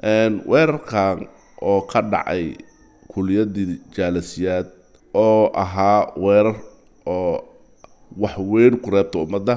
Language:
Somali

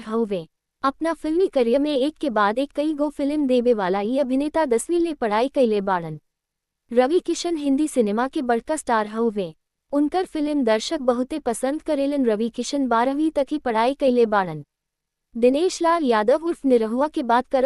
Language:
Bhojpuri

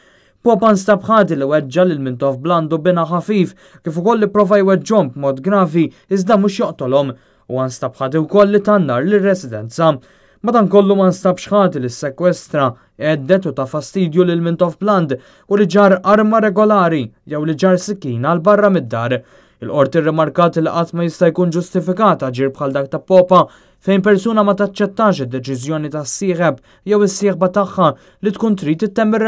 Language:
Maltese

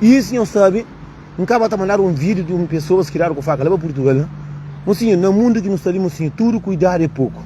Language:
Kabuverdianu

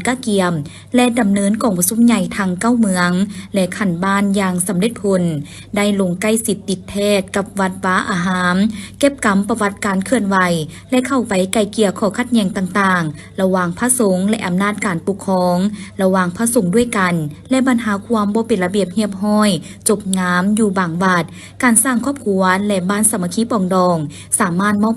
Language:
Lao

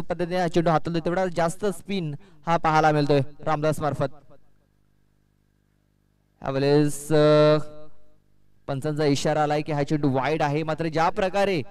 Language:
Marathi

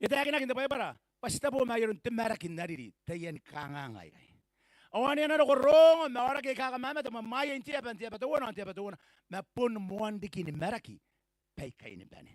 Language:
Gilbertese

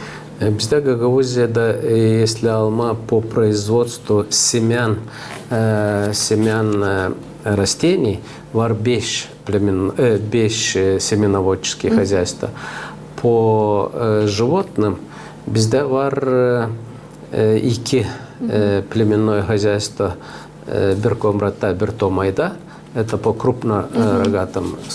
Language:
Gagauz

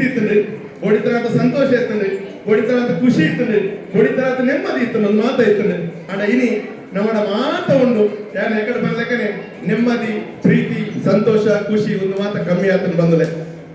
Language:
Tulu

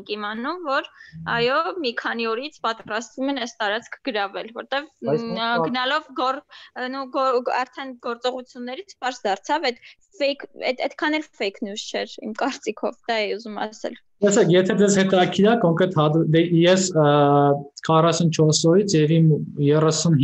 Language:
Armenian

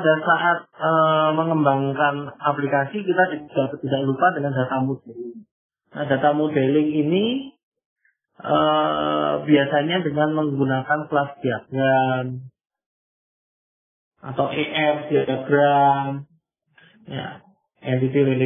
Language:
Indonesian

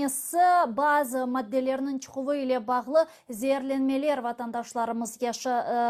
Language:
Crimean Tatar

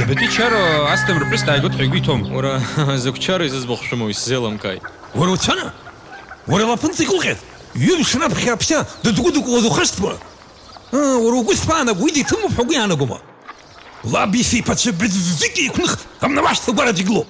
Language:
Abkhazian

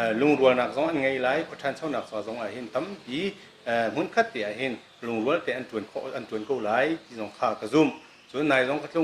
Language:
Hakha Chin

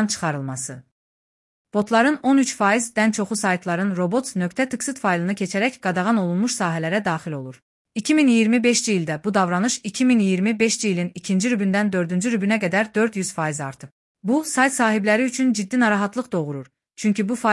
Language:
Azerbaijani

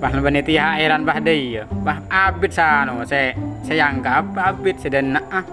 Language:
Madurese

